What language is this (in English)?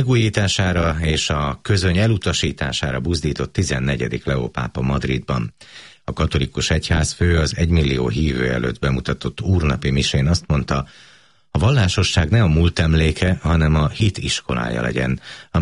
Hungarian